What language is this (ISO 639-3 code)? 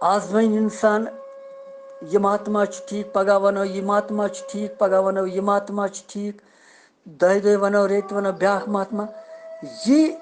kas